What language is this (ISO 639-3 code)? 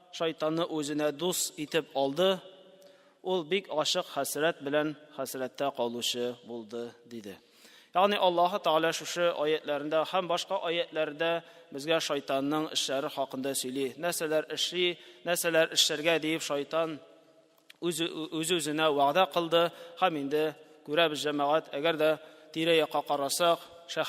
tat